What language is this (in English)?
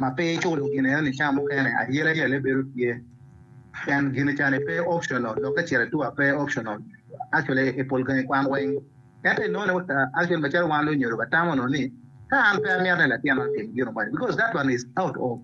Acoli